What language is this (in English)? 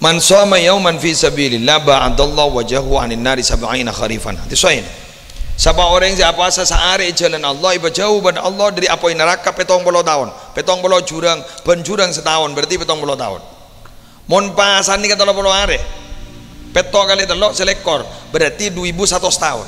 Madurese